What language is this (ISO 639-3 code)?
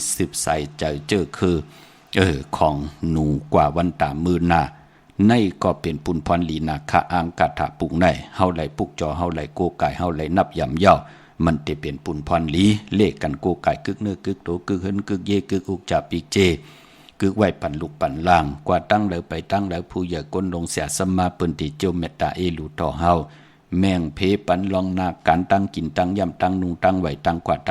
shn